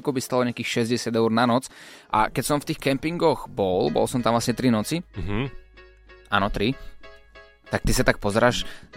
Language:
Slovak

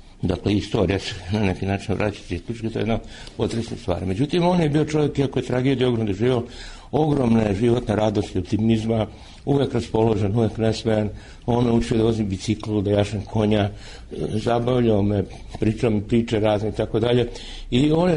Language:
Serbian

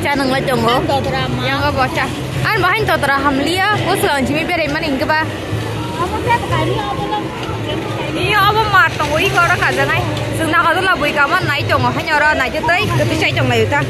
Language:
Kok Borok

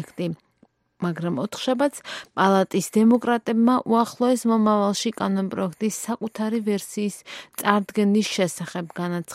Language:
Georgian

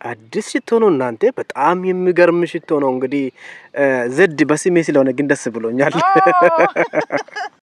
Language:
Amharic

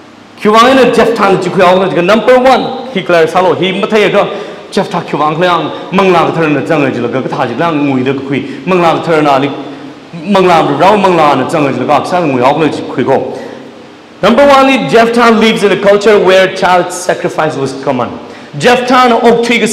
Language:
Tangkhul Naga (India)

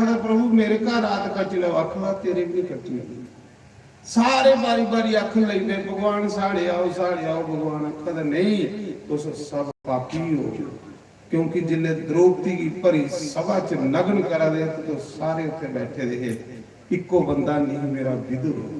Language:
Dogri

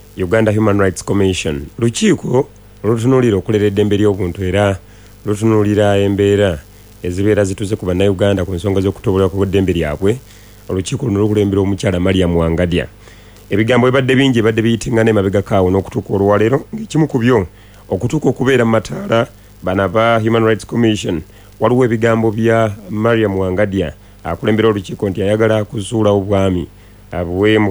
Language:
Ganda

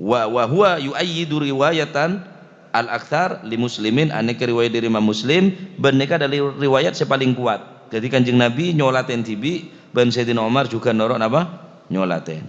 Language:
Madurese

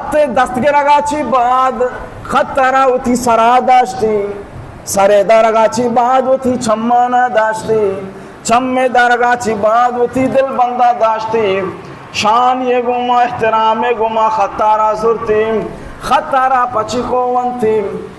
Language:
Baluchi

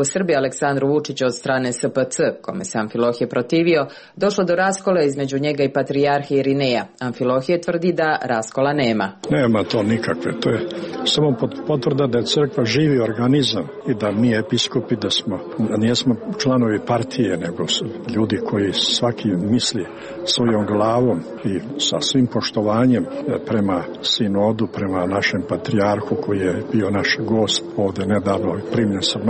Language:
Serbian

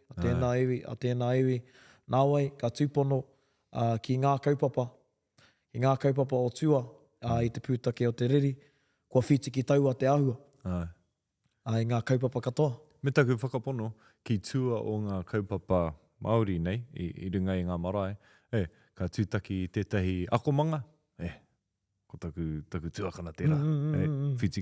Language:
Māori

